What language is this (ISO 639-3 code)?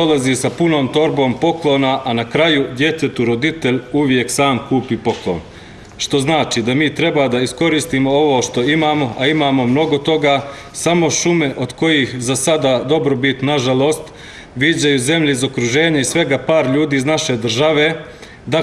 bos